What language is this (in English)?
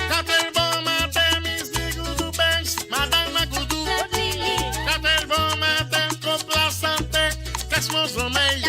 Morisyen